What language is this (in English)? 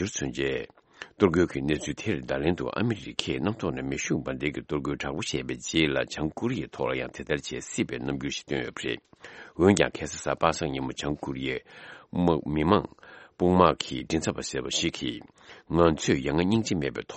Tibetan